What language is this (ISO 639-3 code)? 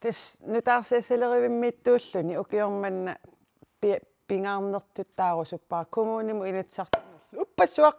kal